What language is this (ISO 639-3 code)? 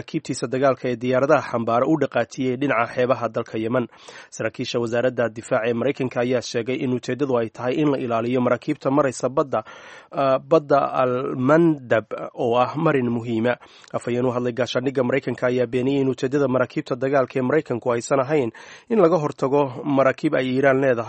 som